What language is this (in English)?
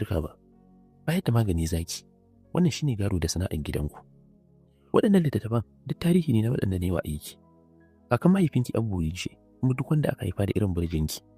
Hausa